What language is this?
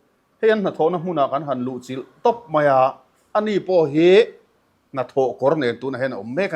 Mizo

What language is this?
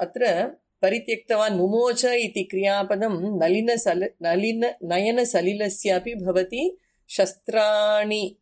Sanskrit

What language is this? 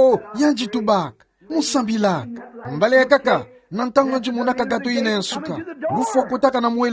Kituba (Democratic Republic of Congo)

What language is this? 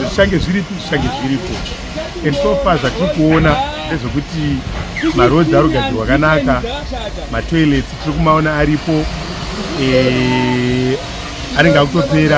Shona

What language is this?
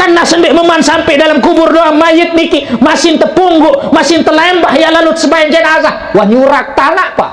Sasak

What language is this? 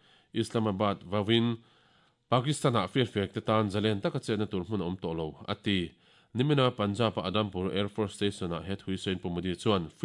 Mizo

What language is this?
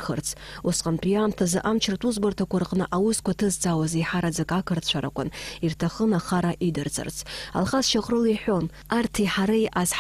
Abkhazian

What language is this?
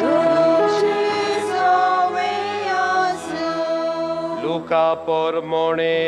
Konkani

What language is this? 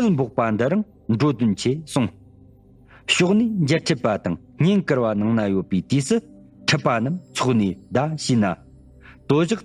Tibetan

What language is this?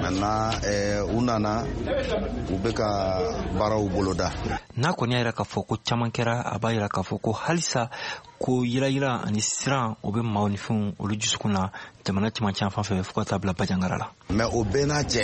Bambara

